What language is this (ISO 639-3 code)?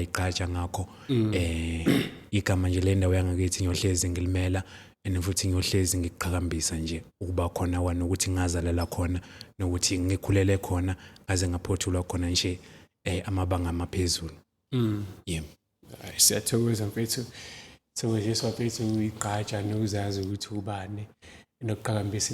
zul